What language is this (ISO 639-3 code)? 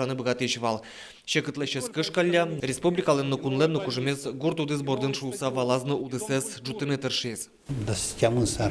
udm